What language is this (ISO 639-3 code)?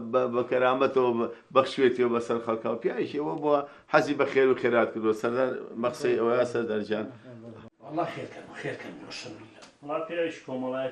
ckb